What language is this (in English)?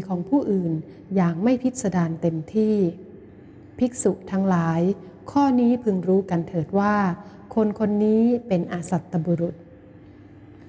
Thai